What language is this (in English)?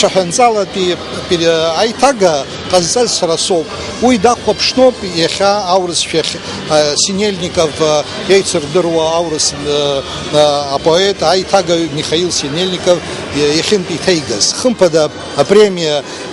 Abkhazian